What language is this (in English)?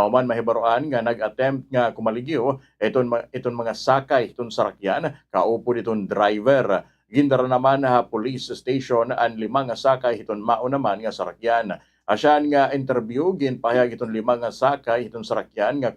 Waray